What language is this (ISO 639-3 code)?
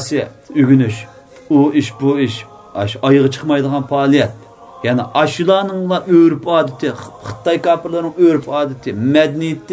uig